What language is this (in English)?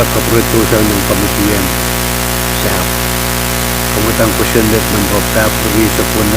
Pohnpeian